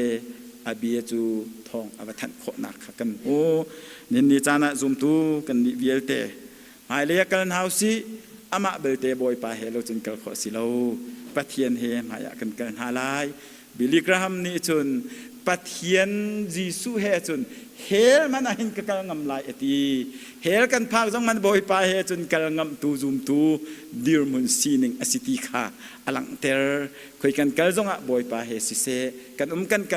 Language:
Hakha Chin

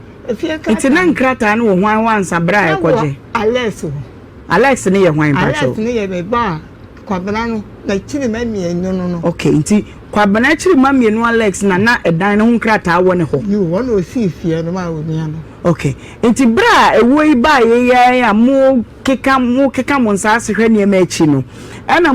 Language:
Akan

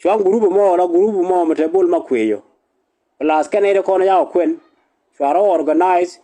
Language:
Nuer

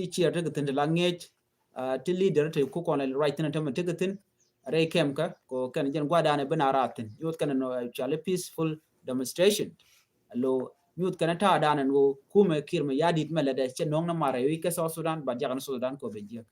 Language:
Nuer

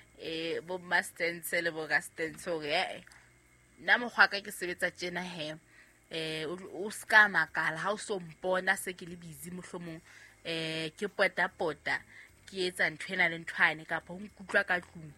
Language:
Southern Sotho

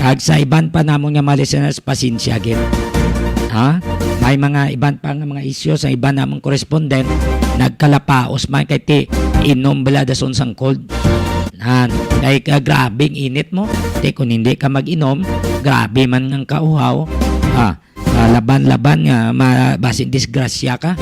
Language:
Hiligaynon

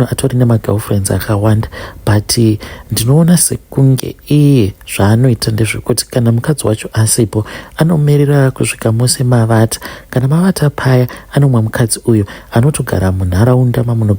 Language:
Shona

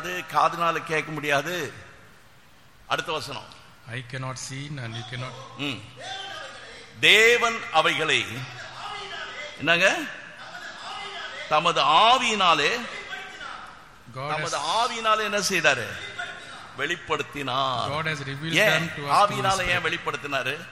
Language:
Tamil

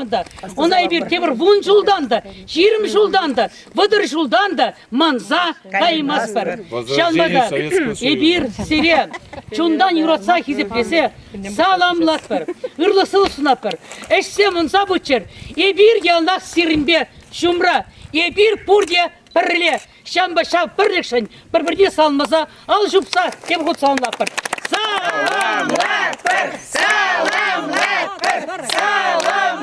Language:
Chuvash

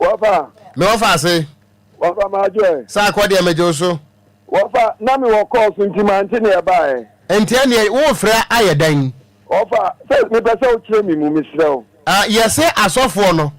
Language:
Akan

